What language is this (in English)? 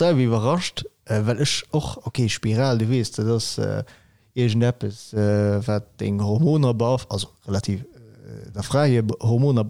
Luxembourgish